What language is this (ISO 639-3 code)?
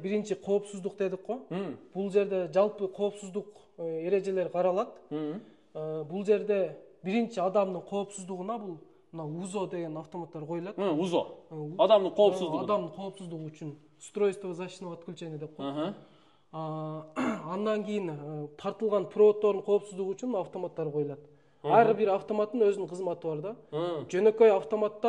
kir